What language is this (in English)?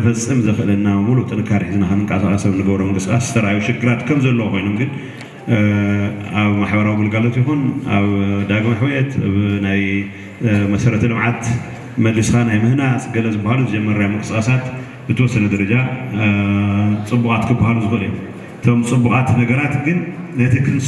Tigrinya